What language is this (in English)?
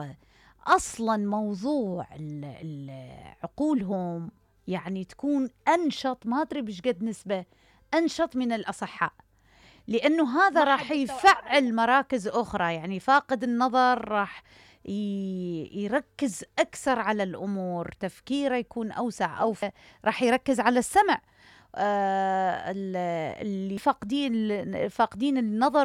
Mesopotamian Arabic